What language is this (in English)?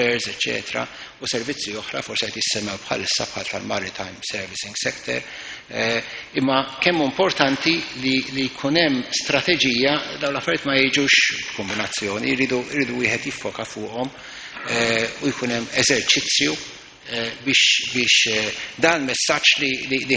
Maltese